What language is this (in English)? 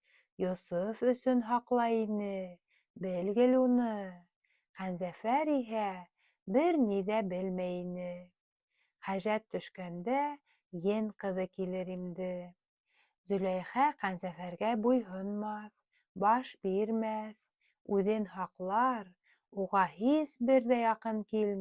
Bashkir